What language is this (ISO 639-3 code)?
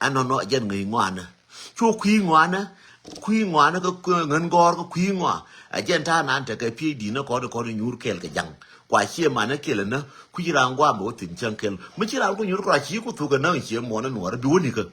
nus